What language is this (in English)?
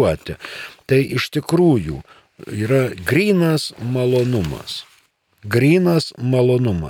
Lithuanian